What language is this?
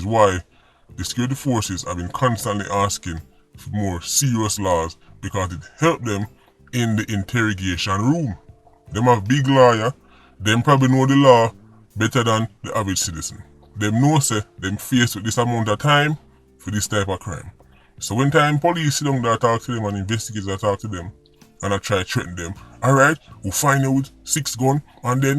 Jamaican Creole English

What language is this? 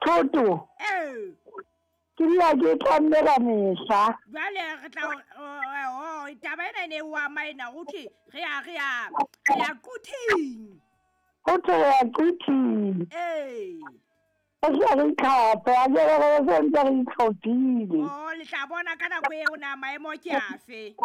Southern Sotho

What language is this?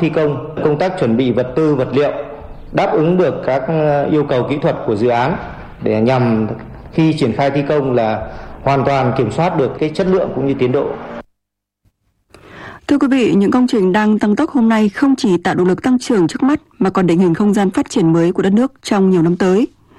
Vietnamese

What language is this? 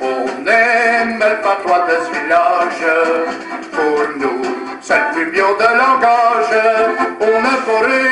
Picard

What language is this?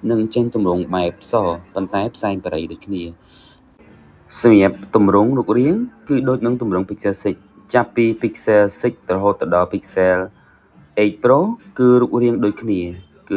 Khmer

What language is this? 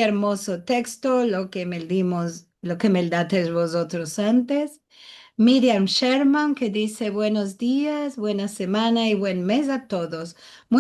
Ladino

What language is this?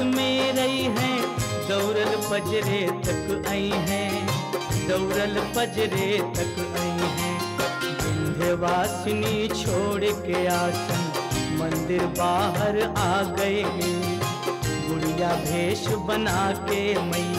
Bhojpuri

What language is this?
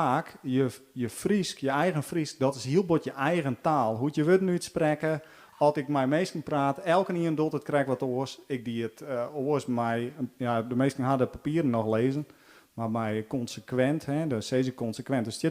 Western Frisian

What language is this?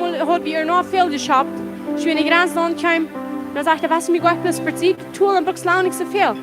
Plautdietsch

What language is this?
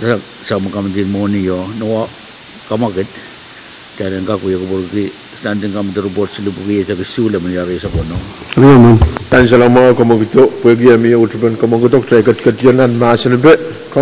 Pohnpeian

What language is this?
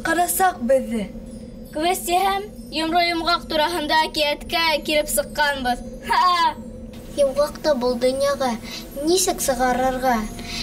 Bashkir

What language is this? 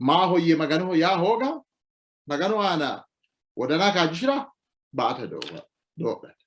Sidamo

